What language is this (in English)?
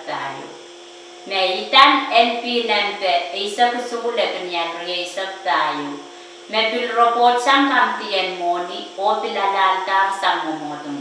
Pohnpeian